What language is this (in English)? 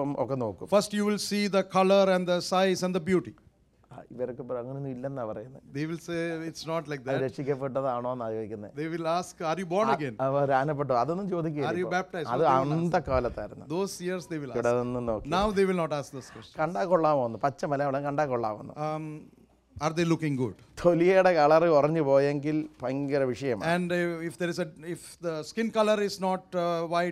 Malayalam